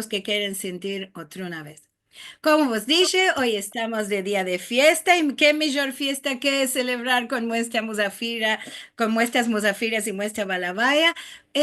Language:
Ladino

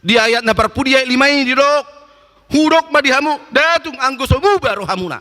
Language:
Batak Toba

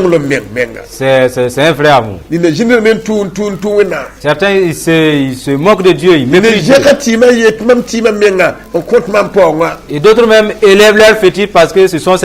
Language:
Mossi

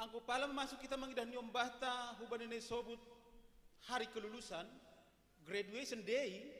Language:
Batak Simalungun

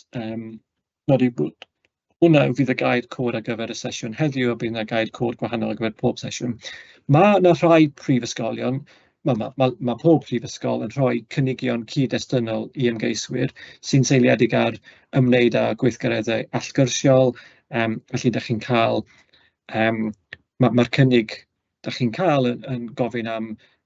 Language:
Welsh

